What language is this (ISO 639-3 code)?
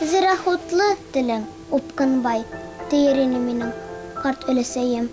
bak